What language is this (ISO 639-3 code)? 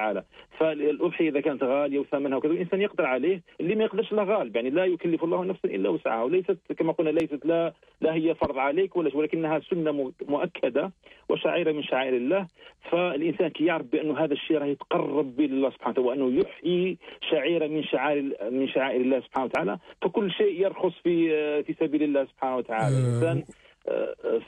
arq